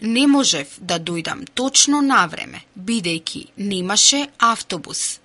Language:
Macedonian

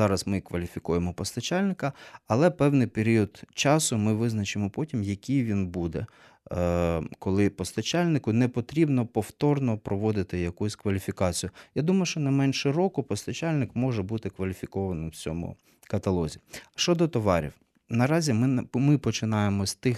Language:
Ukrainian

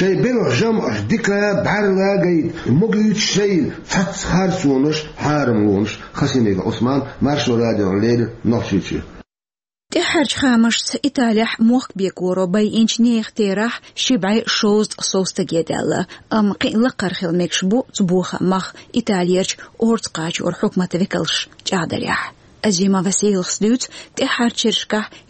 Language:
Chechen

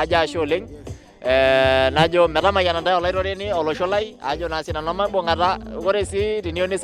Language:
Masai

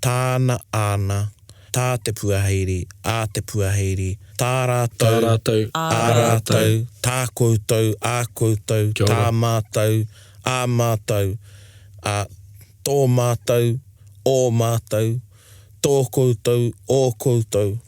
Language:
Māori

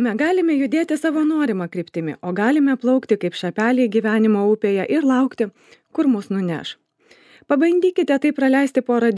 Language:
Lithuanian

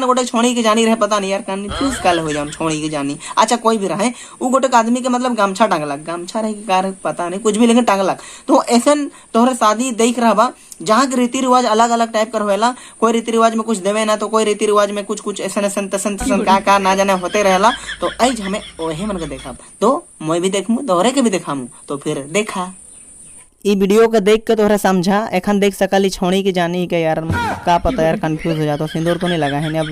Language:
Sadri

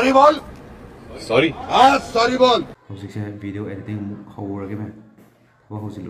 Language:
Manipuri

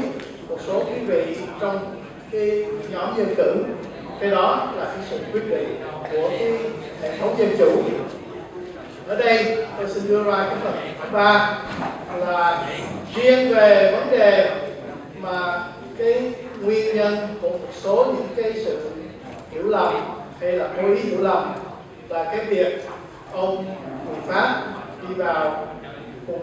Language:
Vietnamese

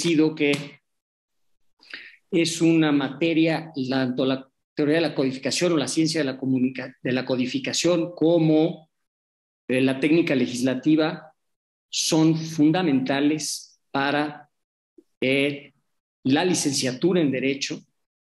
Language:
Spanish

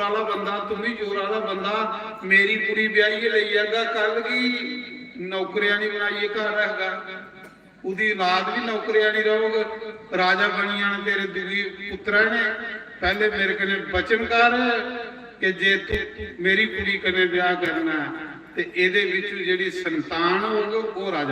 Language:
Dogri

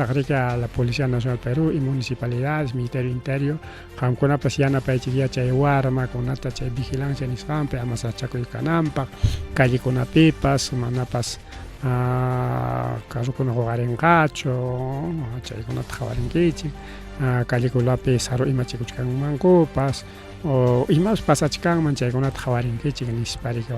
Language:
Ayacucho Quechua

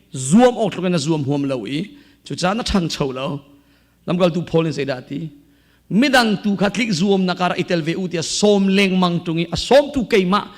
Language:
Hakha Chin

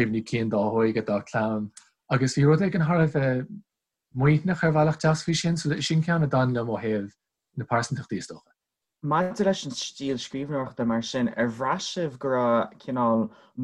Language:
Irish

